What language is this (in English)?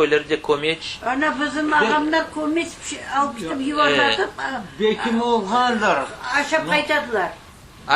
Crimean Tatar